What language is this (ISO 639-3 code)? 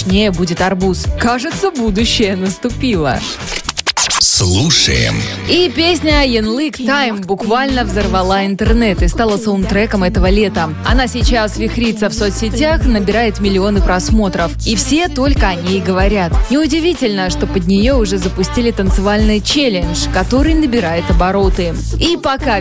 rus